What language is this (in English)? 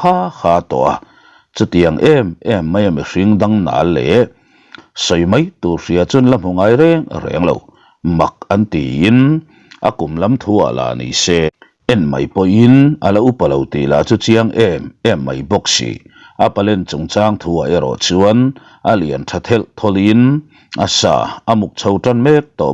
Mizo